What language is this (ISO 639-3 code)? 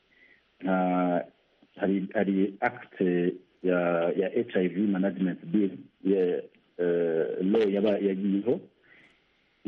kin